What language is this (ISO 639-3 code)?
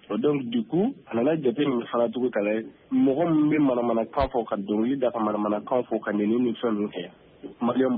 bam